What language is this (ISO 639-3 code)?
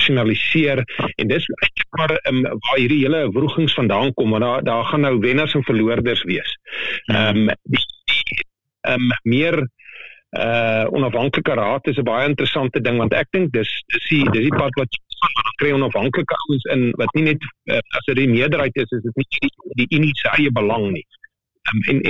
afr